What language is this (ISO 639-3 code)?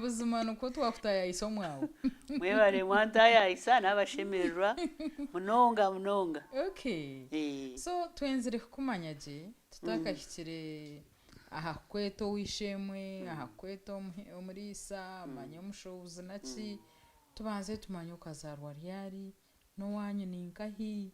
nyn